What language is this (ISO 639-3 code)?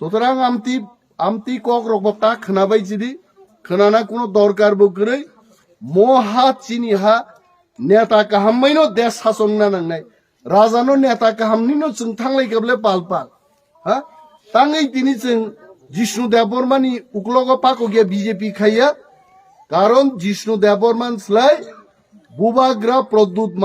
trp